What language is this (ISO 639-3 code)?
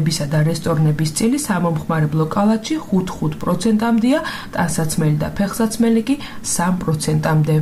kat